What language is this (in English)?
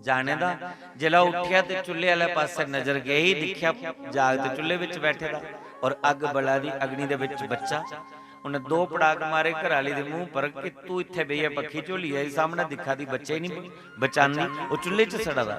Dogri